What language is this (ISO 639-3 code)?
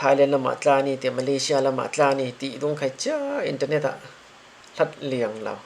cfm